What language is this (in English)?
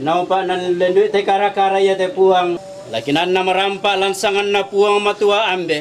Toraja-Sa'dan